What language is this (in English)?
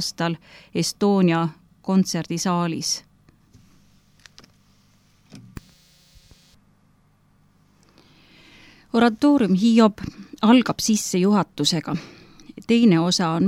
Estonian